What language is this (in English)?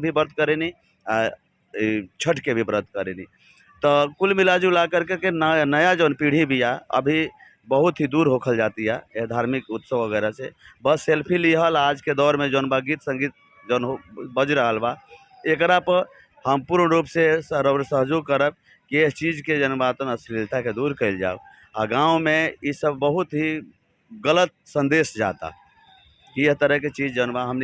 Bhojpuri